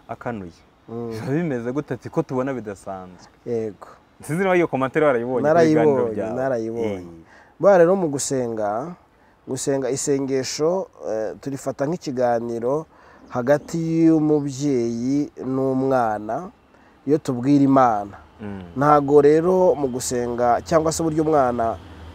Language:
Kinyarwanda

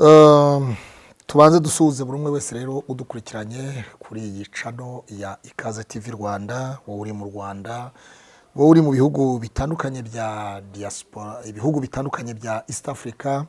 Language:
Kinyarwanda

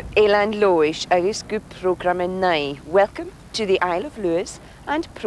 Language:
Scottish Gaelic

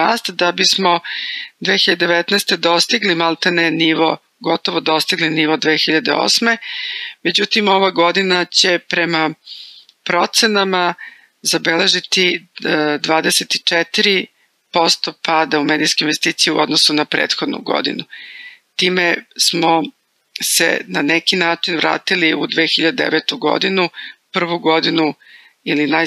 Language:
Serbian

